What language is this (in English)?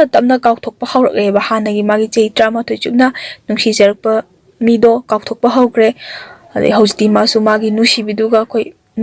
Manipuri